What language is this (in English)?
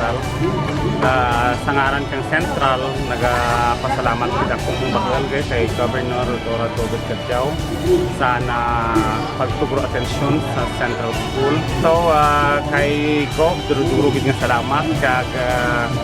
Kinaray-a